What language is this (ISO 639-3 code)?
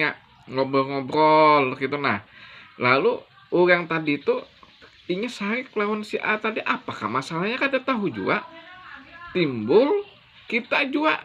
bjn